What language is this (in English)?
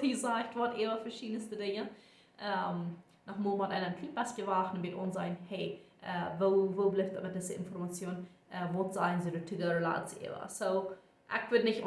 Plautdietsch